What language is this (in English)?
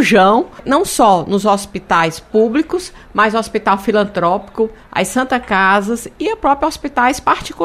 Portuguese